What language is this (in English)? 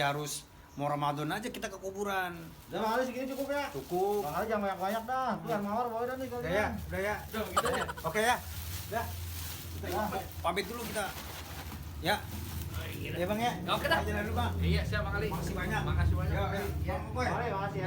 Betawi